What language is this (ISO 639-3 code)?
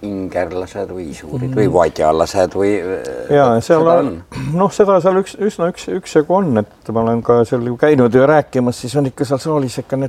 est